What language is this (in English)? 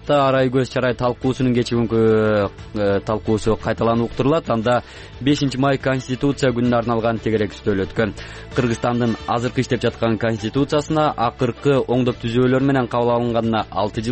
Kyrgyz